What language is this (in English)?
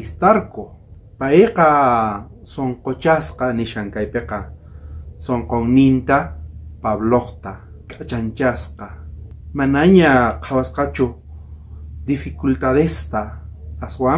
South Bolivian Quechua